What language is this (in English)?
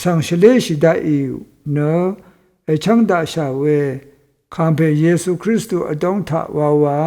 Rawang